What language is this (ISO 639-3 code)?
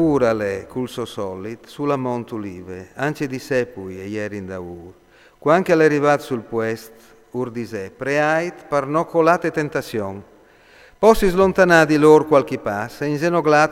fur